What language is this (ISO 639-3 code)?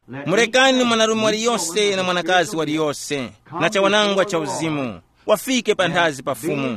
tum